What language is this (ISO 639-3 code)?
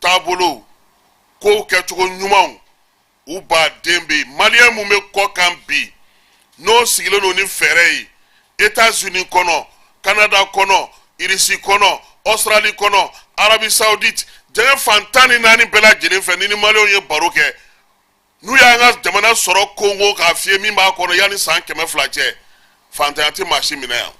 bam